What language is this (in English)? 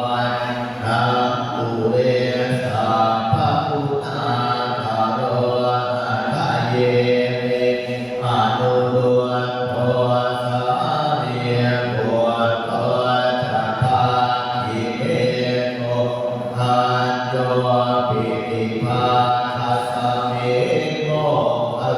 Pali